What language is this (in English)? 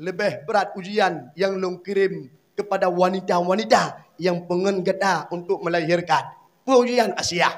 Achinese